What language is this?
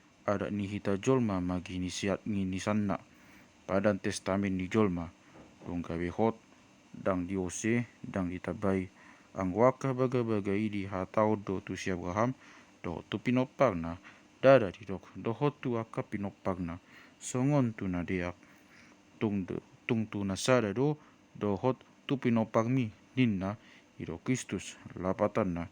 Batak Toba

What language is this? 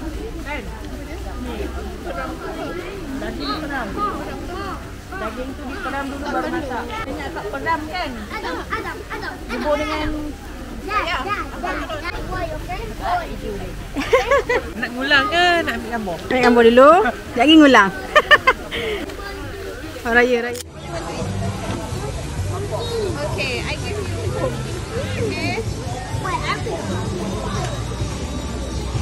Malay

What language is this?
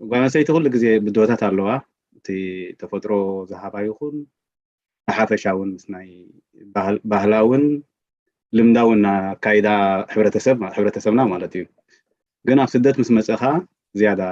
Tigrinya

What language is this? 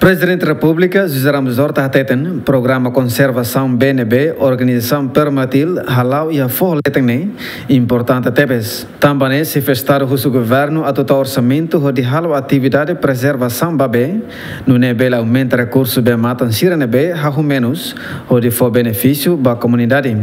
Tetum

